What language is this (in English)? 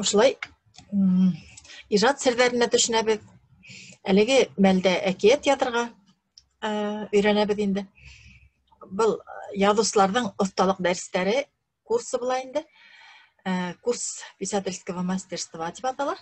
Bashkir